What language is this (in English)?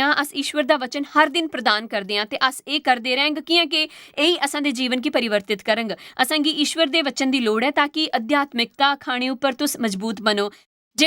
Dogri